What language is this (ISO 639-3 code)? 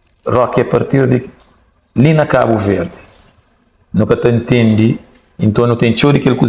kea